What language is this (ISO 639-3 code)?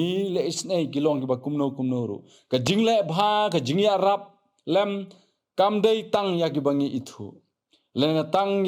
kha